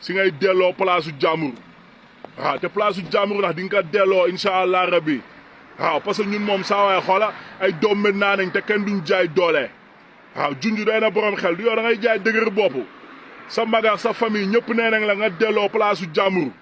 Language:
Wolof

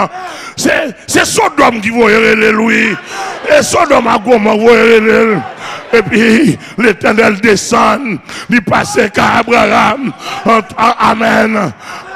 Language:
French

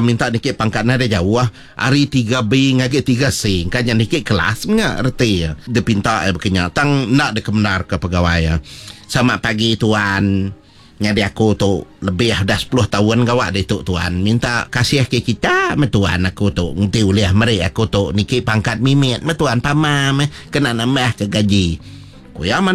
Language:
Iban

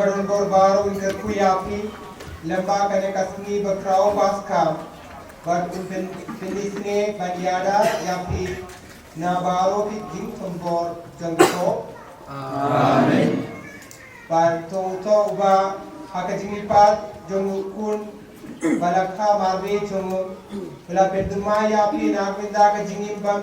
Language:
Khasi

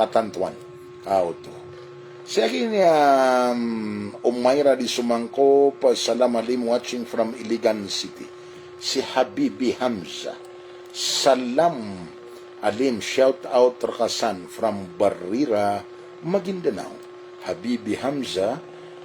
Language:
Maranao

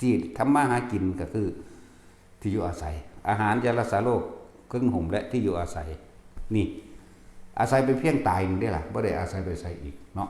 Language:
Northeastern Thai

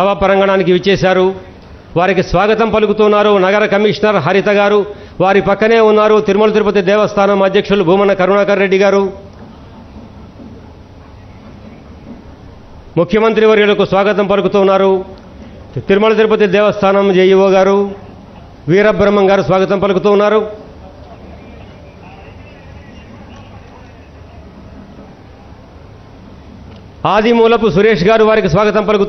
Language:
Telugu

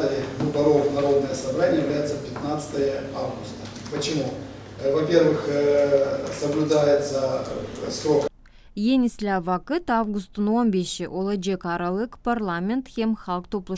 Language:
Gagauz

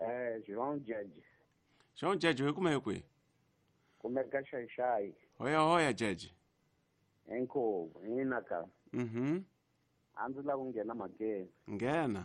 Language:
Tsonga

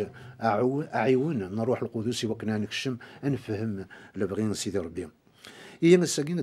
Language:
Kabyle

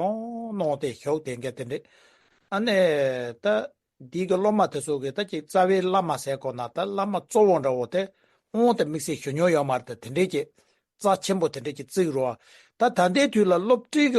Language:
Tibetan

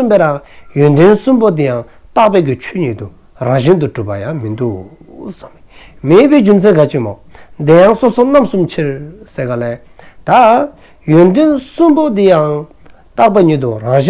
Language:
Dzongkha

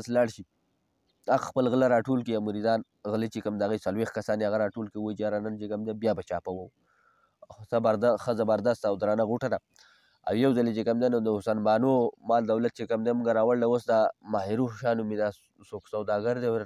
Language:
Pashto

